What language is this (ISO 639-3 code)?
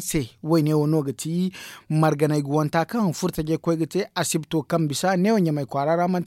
dje